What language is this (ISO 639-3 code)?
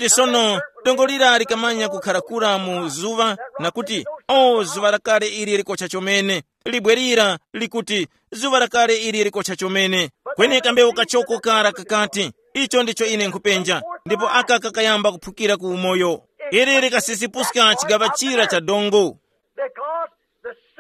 tum